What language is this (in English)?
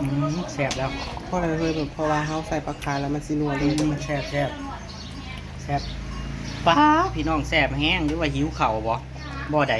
Northeastern Thai